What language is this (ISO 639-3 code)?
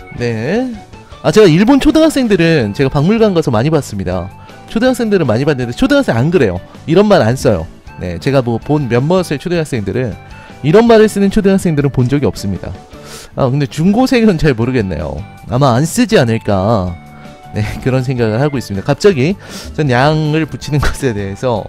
kor